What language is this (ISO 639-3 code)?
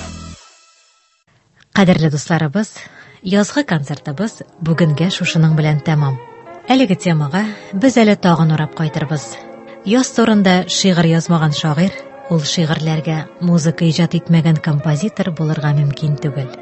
tat